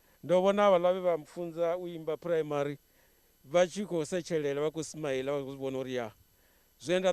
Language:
Venda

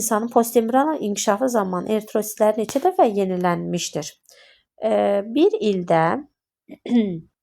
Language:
Azerbaijani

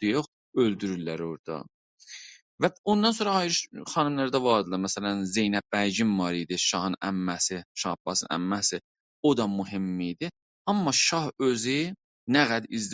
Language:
South Azerbaijani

